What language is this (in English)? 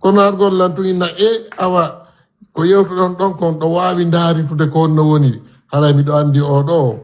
Fula